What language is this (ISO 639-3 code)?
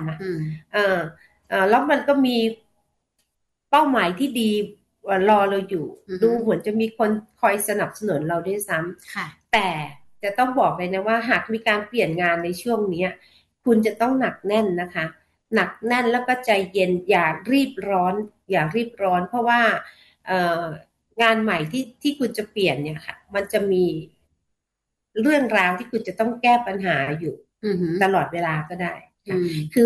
tha